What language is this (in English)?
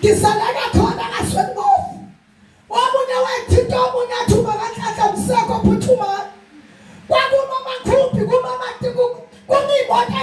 Zulu